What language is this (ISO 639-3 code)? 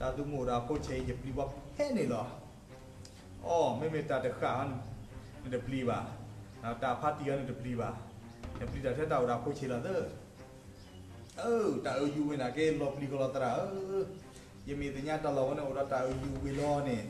ksw